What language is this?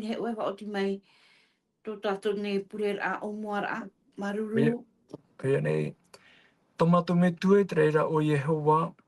Tahitian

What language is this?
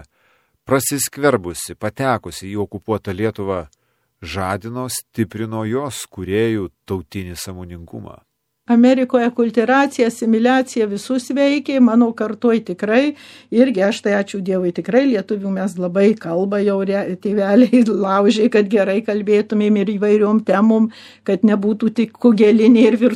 Lithuanian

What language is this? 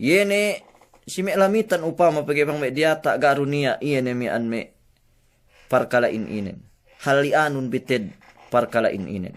Yakan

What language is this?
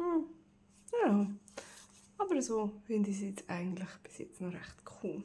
Swiss German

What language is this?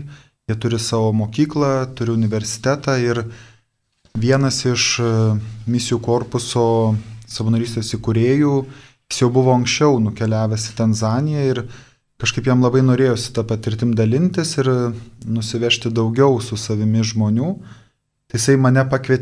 Lithuanian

